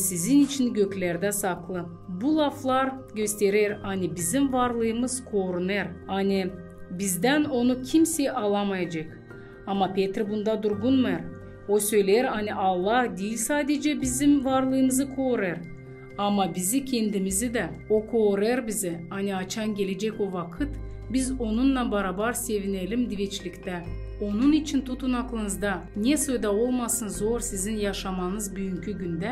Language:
Gagauz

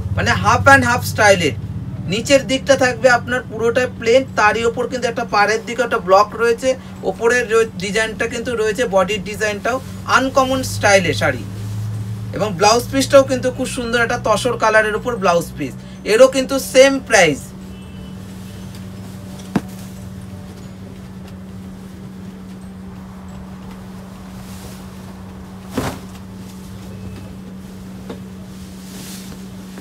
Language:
Bangla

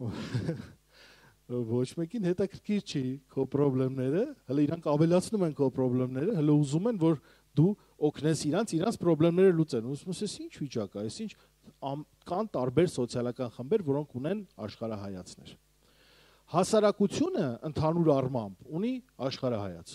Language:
Armenian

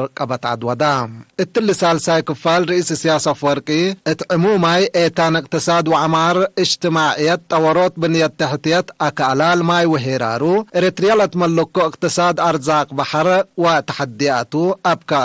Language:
Tigre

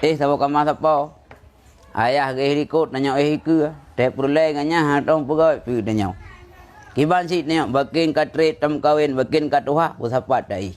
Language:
Achinese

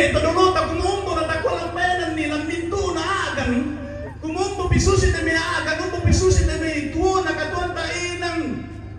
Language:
Toraja-Sa'dan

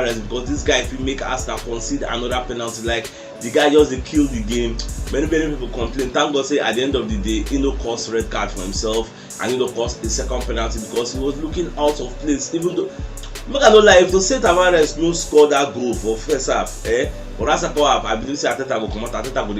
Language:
Nigerian Pidgin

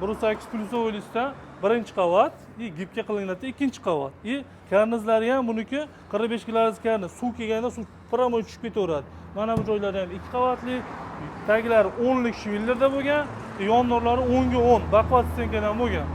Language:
Uzbek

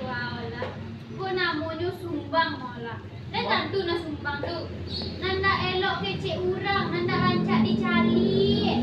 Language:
Minangkabau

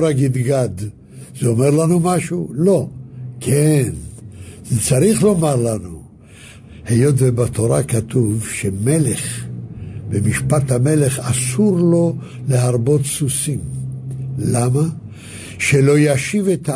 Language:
Hebrew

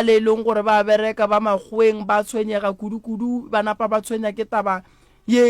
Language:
Northern Sotho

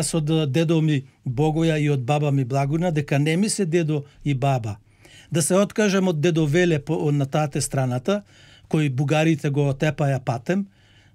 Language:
Macedonian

